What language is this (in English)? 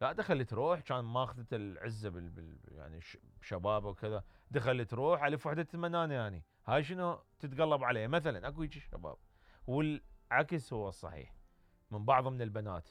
Mesopotamian Arabic